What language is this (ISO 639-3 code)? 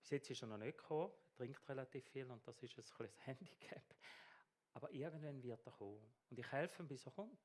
gsw